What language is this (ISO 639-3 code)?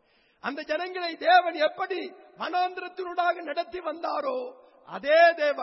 tam